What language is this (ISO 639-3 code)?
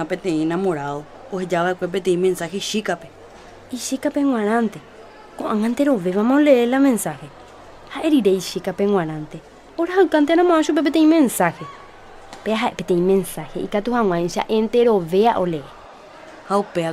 grn